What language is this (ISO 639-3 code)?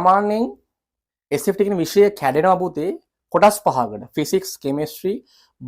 sin